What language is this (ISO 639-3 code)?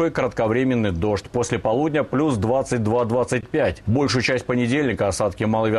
rus